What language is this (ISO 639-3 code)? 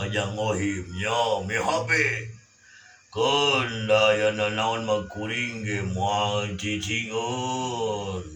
sun